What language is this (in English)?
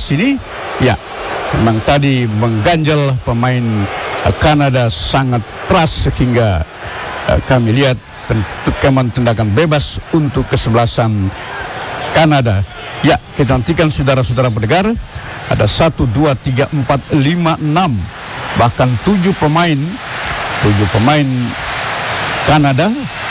Indonesian